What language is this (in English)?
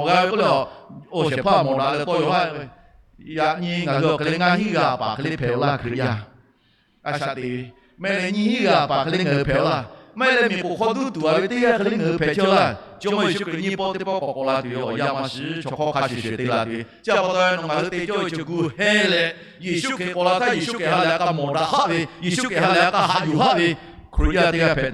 Lahu